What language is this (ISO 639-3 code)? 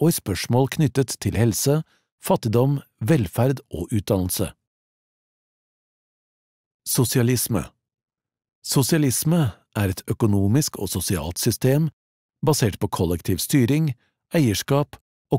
nor